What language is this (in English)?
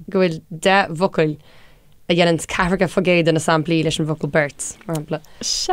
Irish